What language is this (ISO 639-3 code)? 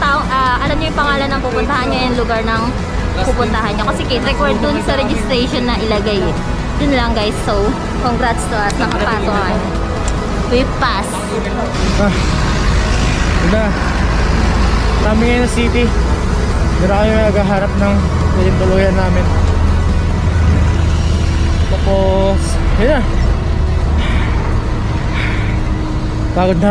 fil